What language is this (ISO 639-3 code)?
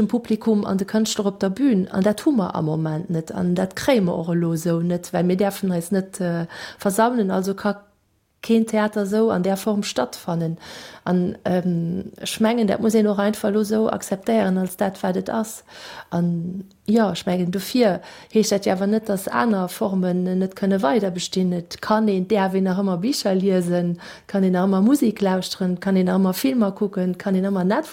ltz